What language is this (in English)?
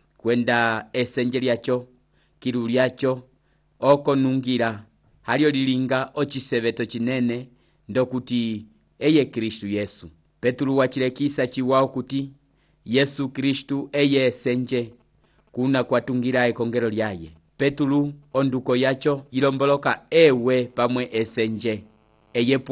Umbundu